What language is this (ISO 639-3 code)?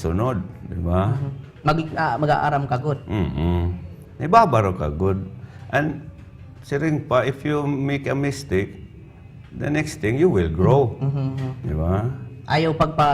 war